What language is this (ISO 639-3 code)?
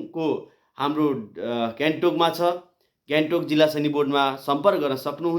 nep